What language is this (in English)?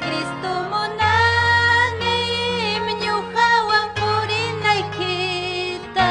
Ayacucho Quechua